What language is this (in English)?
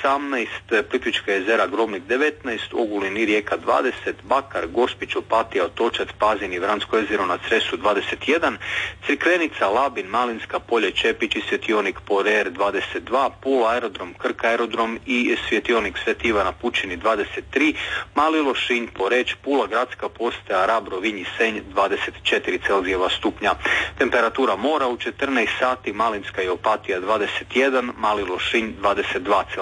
Croatian